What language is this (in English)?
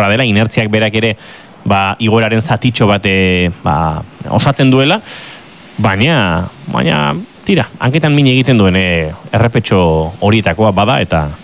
Basque